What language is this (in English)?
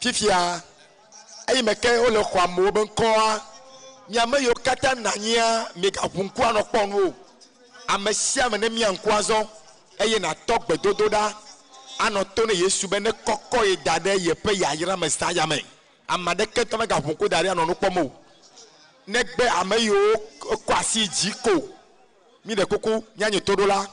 Ewe